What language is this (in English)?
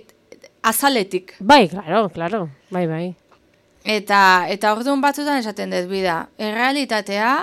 Basque